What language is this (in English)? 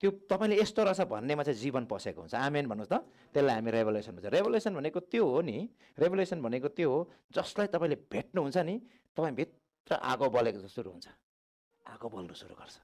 Nepali